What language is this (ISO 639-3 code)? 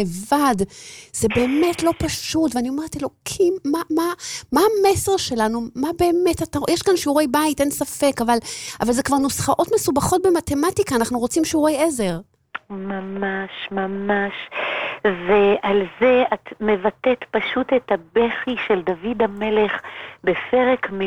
heb